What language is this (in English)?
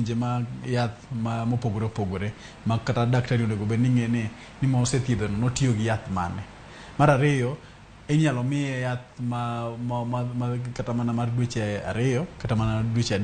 Luo (Kenya and Tanzania)